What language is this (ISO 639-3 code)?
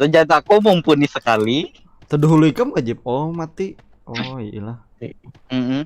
bjn